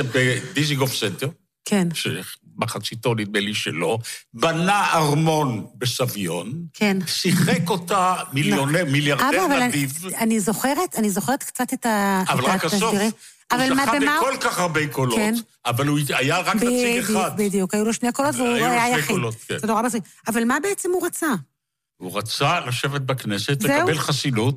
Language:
Hebrew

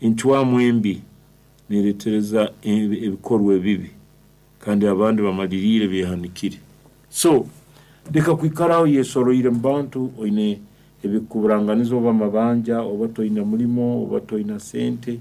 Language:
Nyankole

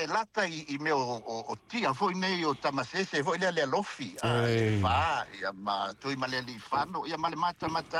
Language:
Samoan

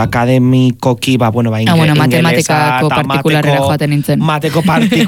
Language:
Basque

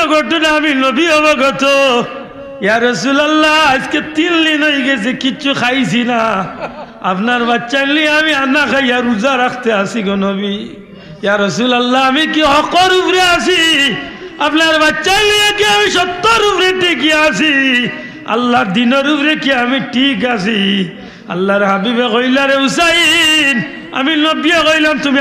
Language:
Sylheti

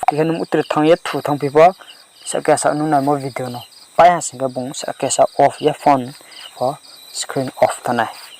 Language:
Riang (India)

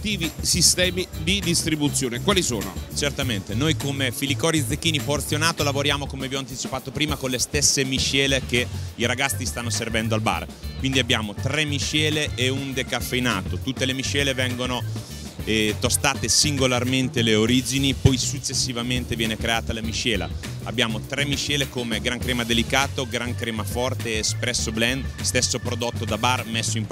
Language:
Italian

